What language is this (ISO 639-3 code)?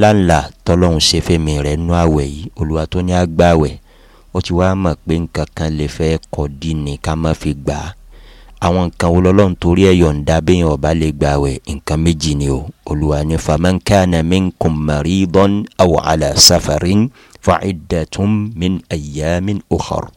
yor